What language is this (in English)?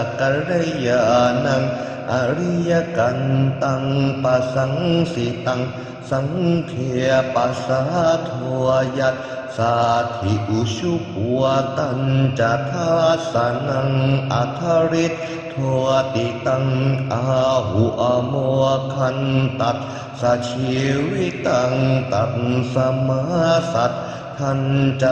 Pali